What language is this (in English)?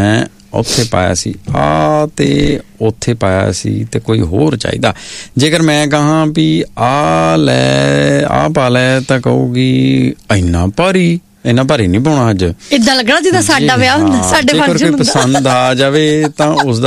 Punjabi